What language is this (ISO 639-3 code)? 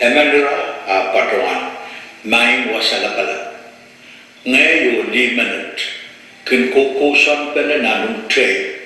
pon